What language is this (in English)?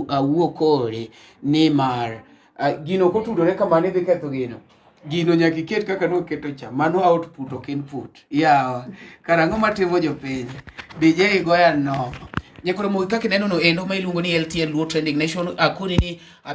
Luo (Kenya and Tanzania)